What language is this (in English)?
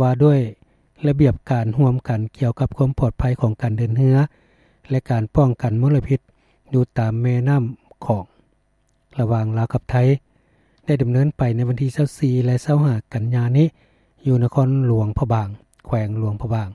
Lao